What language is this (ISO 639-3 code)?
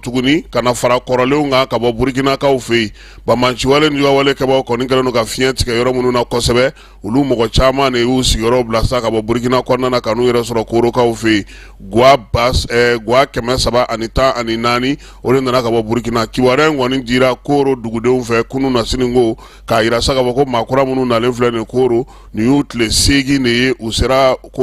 bam